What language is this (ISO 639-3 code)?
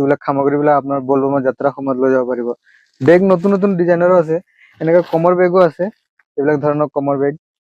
asm